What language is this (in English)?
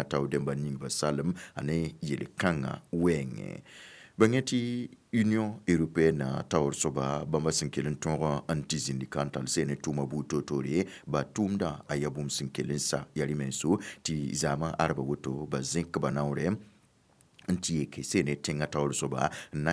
Mossi